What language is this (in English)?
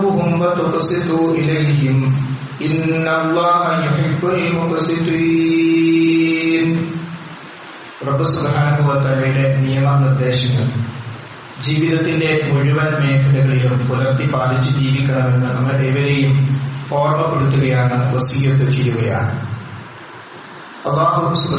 Malayalam